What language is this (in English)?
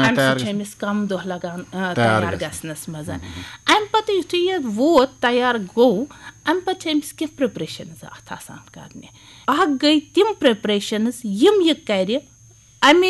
Kashmiri